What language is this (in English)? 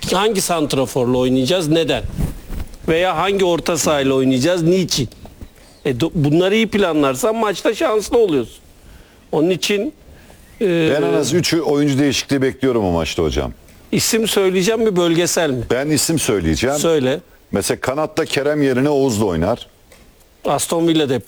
Turkish